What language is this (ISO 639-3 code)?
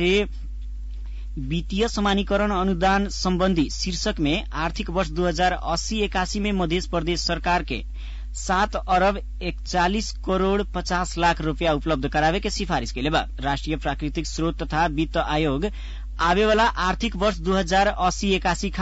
bho